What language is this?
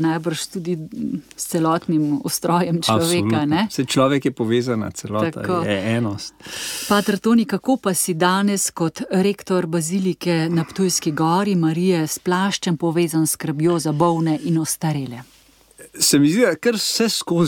Slovenian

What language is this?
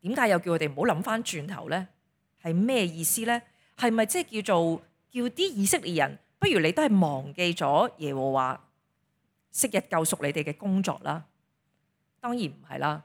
Cantonese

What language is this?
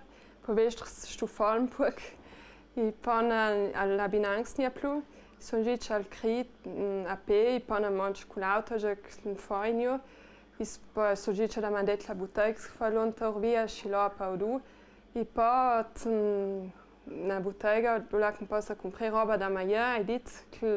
Ladin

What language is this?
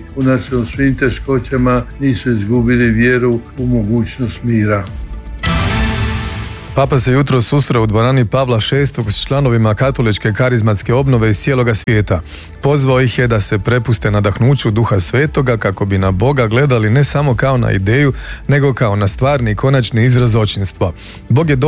Croatian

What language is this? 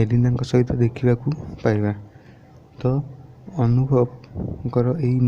Odia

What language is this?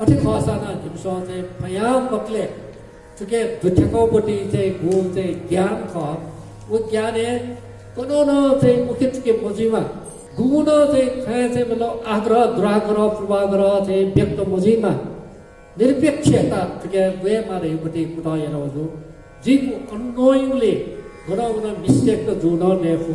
Newari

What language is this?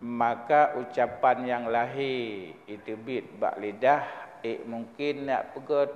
Achinese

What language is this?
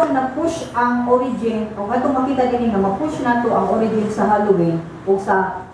Cebuano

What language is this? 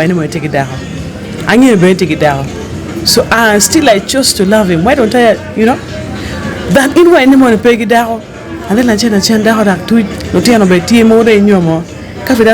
Acoli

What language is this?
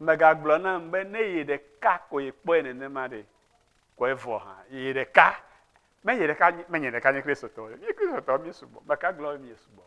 Ewe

